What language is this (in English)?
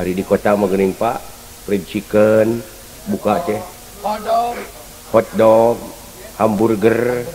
Sundanese